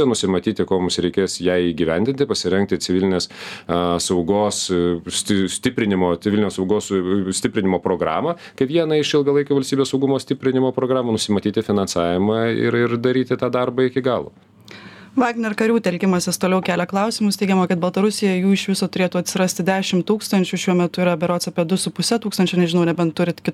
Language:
Lithuanian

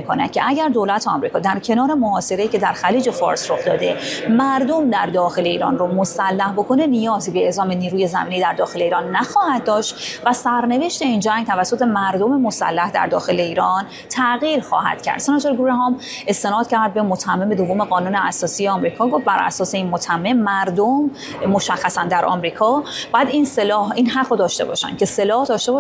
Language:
Persian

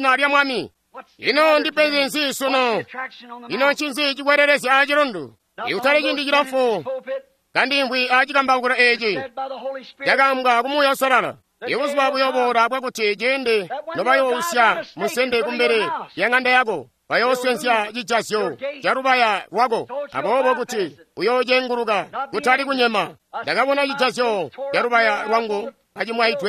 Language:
Tonga (Zambia)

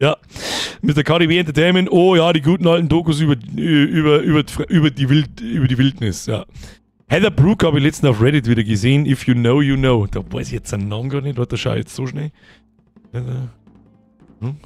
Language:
Bavarian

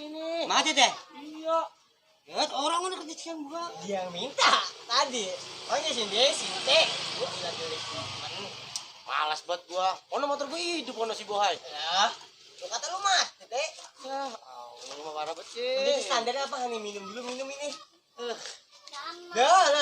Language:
Betawi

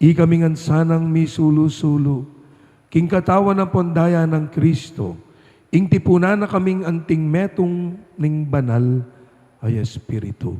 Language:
Pampanga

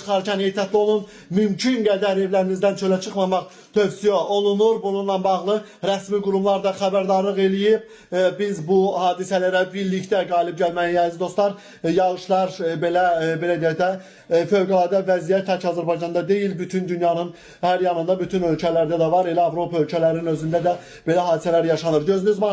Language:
Azerbaijani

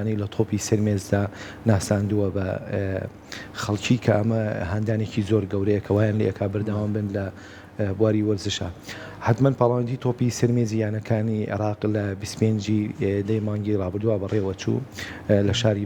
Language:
Central Kurdish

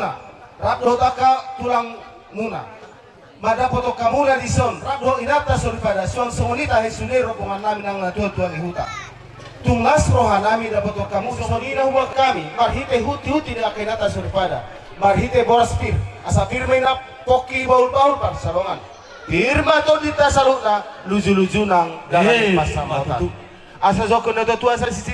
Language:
Batak Toba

